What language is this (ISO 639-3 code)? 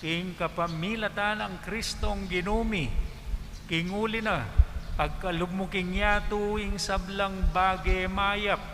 pam